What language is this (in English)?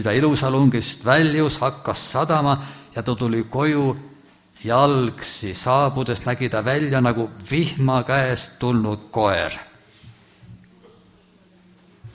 Estonian